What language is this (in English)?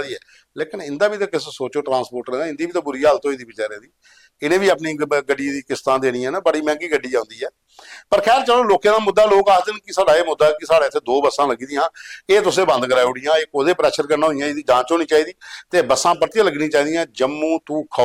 Dogri